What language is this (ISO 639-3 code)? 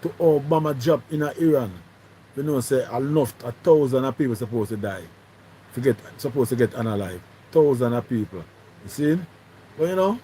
jam